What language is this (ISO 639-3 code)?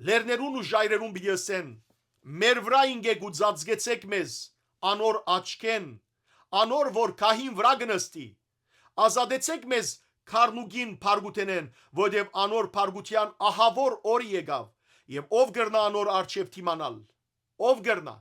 hyw